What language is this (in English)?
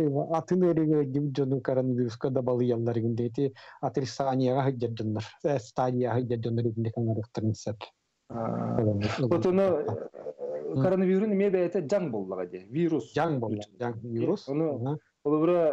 Yakut